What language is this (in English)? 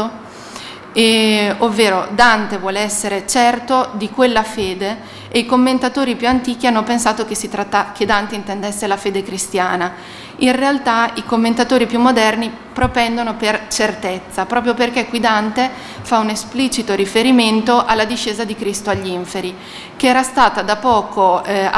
Italian